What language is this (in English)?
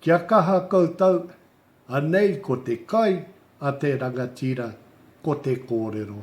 Māori